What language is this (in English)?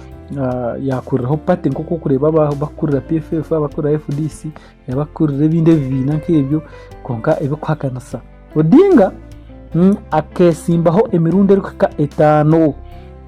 Nyankole